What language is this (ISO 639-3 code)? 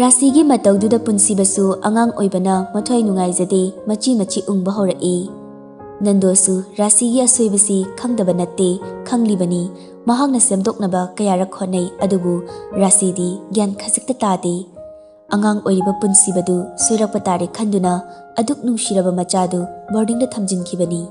mni